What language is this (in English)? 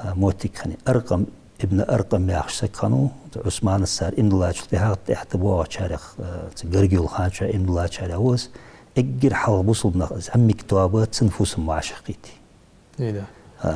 Ingush